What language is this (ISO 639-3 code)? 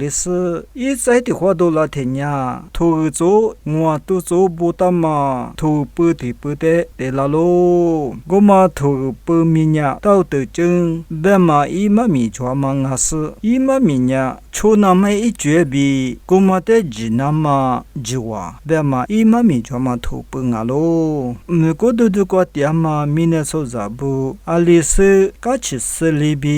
lis